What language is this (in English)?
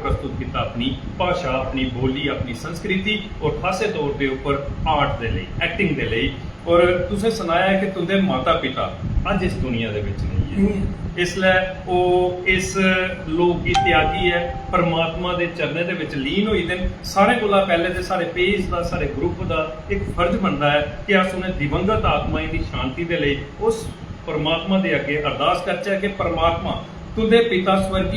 Dogri